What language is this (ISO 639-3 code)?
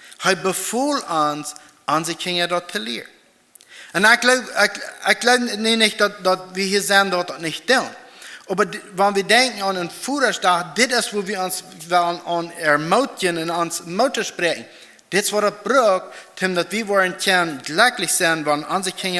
pdt